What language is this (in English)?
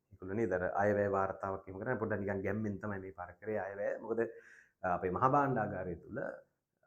Sinhala